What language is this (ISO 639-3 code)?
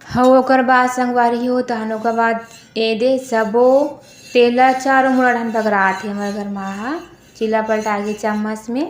hne